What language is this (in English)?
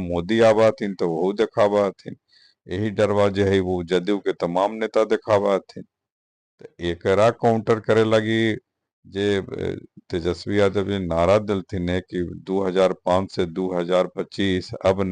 Magahi